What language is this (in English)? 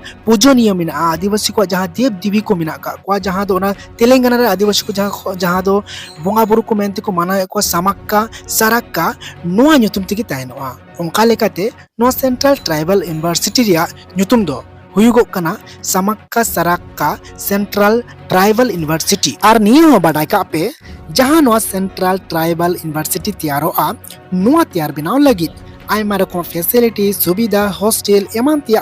Santali